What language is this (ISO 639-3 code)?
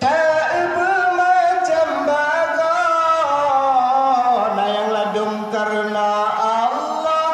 ace